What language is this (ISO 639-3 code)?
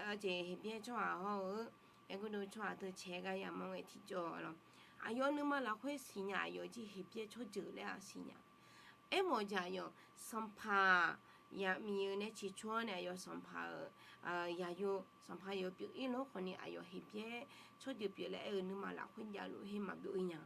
ahk